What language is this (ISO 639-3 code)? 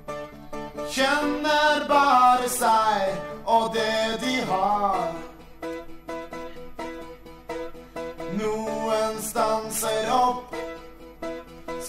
nor